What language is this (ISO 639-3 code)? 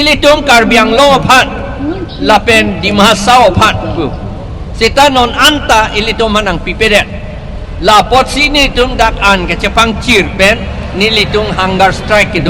mjw